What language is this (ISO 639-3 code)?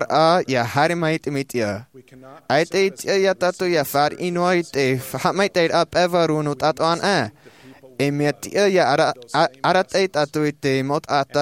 tah